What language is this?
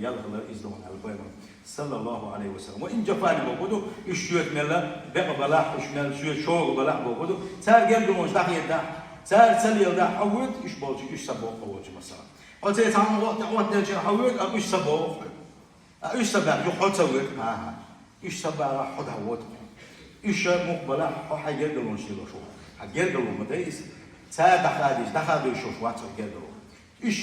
Chechen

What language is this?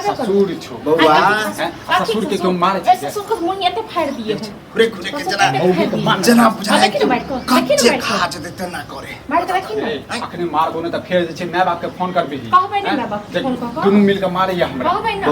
Maithili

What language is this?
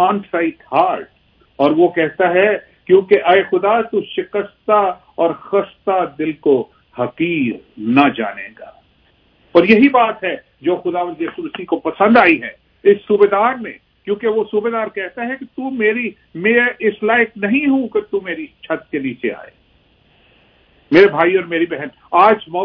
Urdu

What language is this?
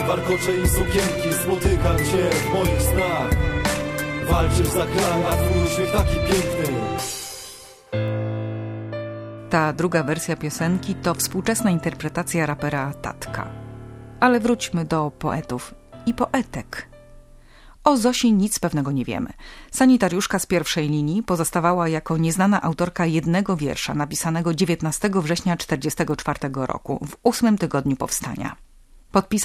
Polish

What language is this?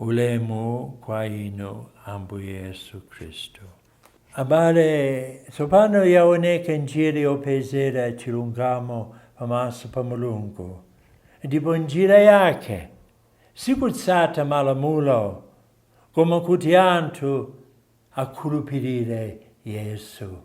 Nyanja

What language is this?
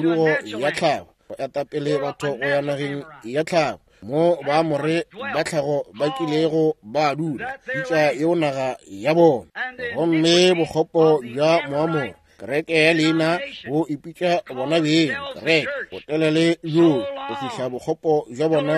Northern Sotho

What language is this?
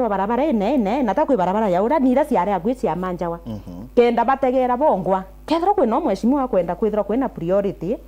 Meru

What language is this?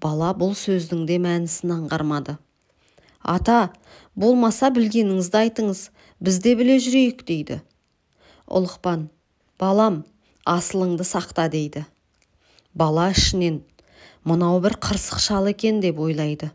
Kazakh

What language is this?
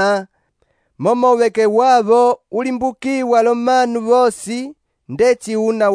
Umbundu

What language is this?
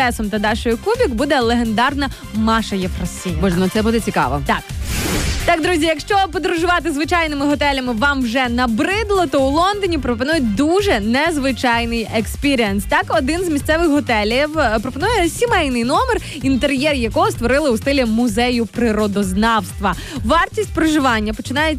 Ukrainian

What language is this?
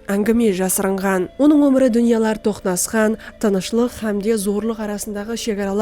Kara-Kalpak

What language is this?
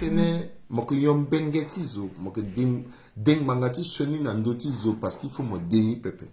Sango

